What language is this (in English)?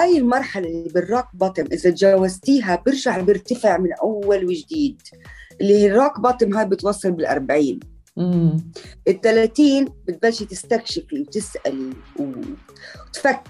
North Levantine Arabic